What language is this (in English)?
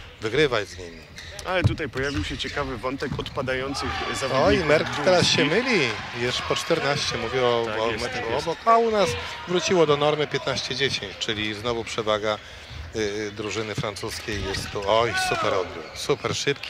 Polish